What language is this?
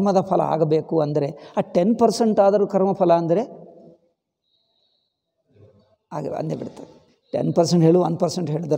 Kannada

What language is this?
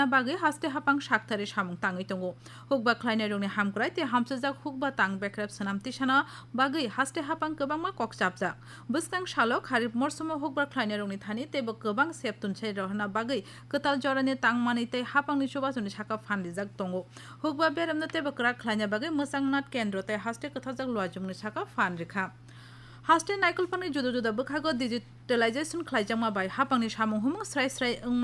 Kok Borok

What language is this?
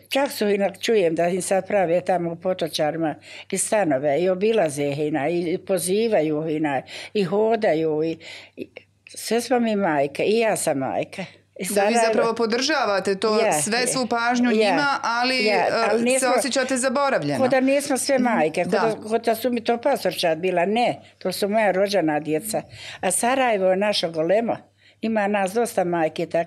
Bosnian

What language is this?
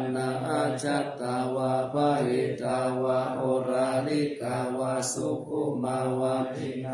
Pali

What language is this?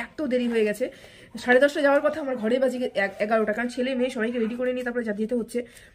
Bangla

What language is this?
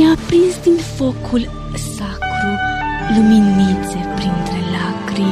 Romanian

